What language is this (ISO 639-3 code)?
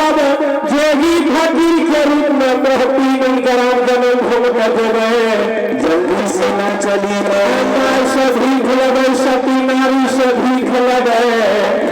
mai